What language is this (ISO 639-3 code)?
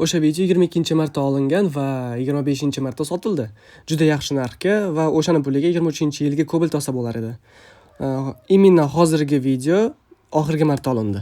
uzb